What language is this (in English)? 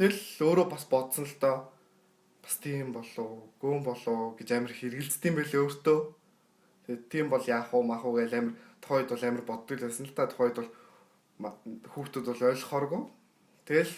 Mongolian